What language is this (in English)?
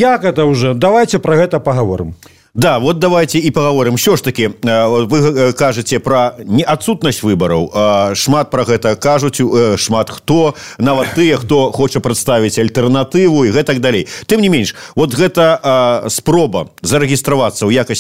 Belarusian